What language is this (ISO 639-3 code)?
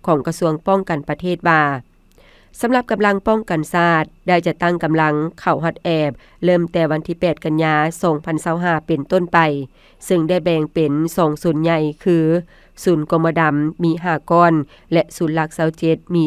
lao